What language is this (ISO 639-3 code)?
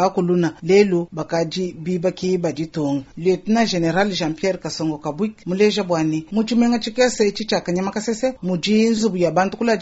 lua